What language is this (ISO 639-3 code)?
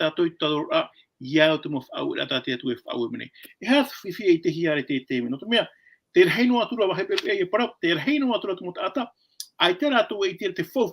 tah